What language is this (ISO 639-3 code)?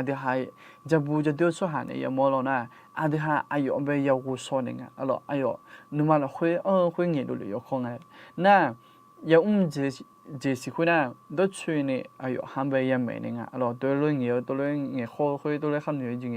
ahk